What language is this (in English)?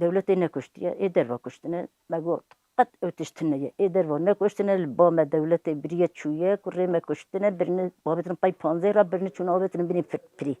Kurdish